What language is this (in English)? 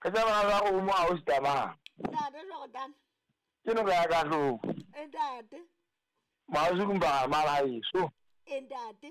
Southern Sotho